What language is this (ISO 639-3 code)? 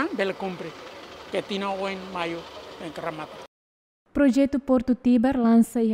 tet